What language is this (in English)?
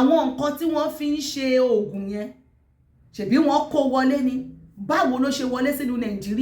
Yoruba